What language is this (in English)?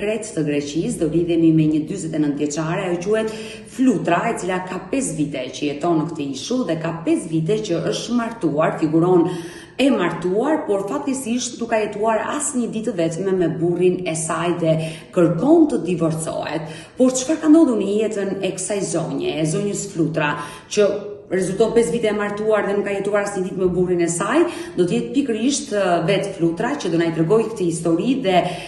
Albanian